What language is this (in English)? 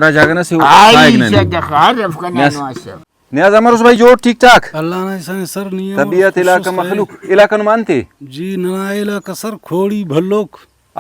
Brahui